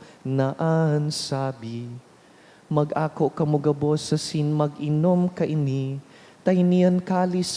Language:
Bikol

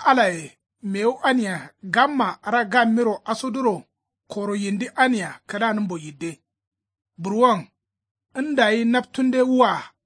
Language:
Kanuri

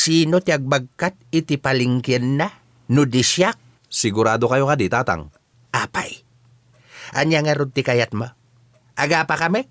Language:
Iloko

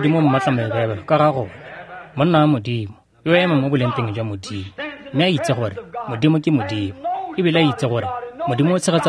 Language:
Tswana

